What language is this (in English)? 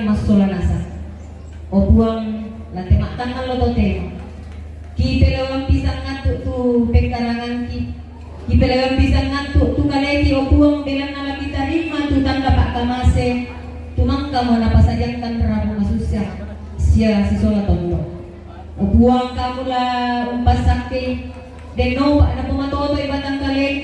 Toraja-Sa'dan